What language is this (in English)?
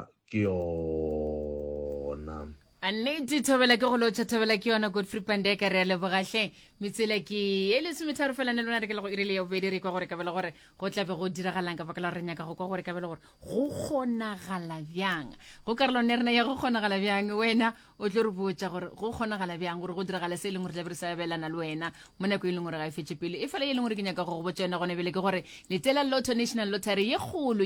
Northern Sotho